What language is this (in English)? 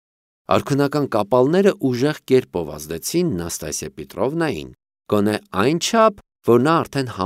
Armenian